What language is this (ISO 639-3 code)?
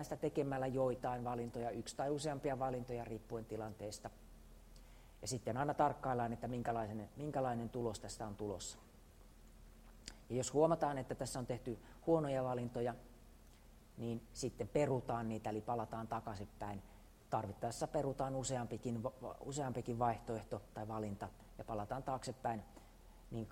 fin